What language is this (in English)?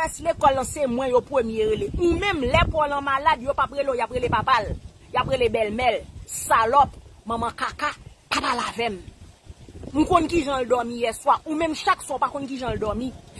Haitian Creole